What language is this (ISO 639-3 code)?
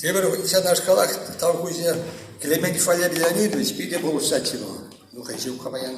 chv